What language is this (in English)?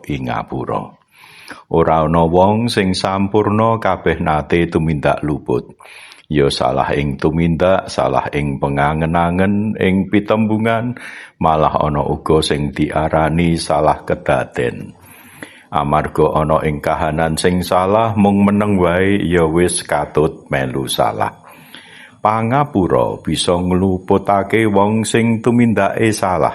Javanese